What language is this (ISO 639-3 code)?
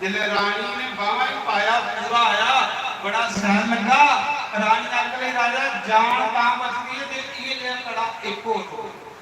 doi